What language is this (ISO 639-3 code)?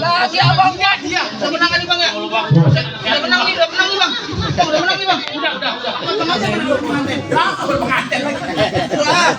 bew